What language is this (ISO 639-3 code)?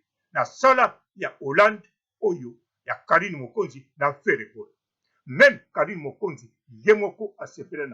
lin